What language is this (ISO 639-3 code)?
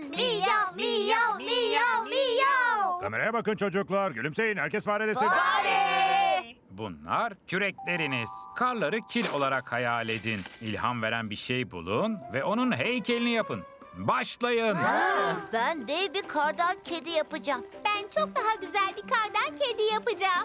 tur